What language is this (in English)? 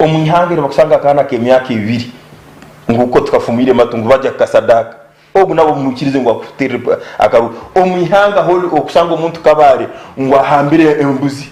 Nyankole